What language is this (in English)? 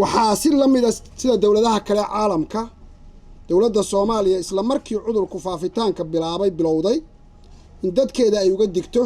Somali